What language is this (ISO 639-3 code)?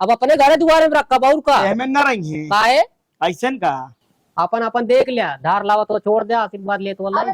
awa